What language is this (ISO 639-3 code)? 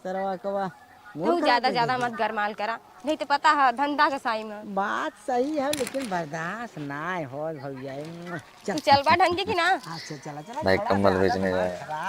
bho